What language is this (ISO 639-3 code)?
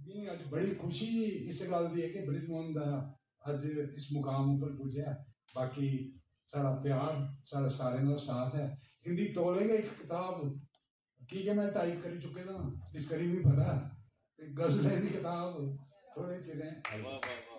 doi